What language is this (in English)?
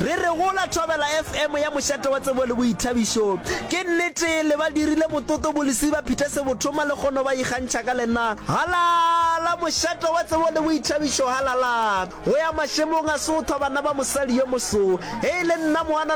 Northern Sotho